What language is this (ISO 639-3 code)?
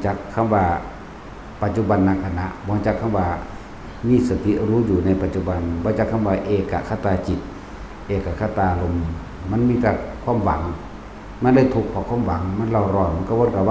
tts